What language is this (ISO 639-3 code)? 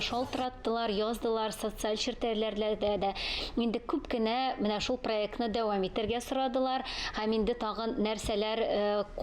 tat